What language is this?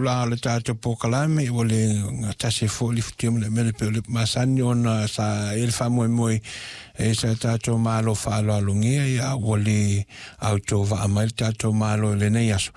Samoan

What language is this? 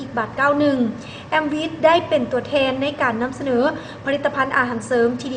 Lao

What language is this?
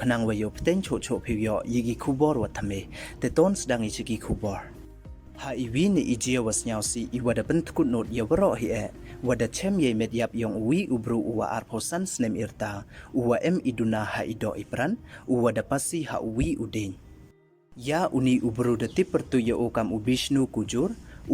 Pnar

